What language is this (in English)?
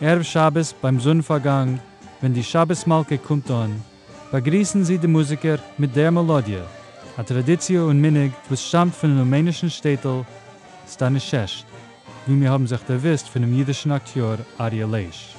Yiddish